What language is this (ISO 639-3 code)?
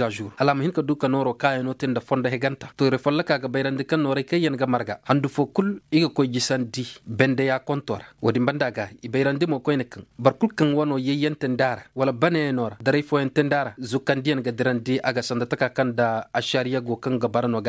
ses